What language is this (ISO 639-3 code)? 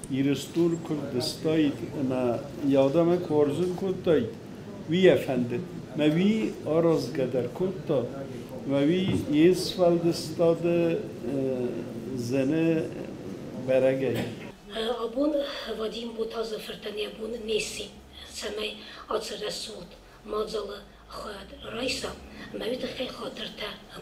oss